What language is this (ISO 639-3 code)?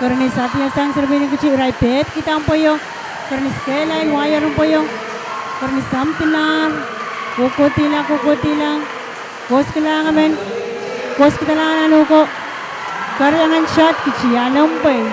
pon